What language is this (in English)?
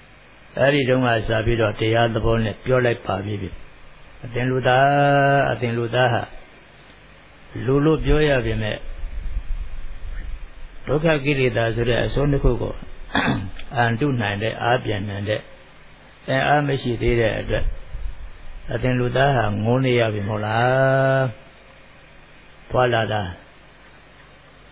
Burmese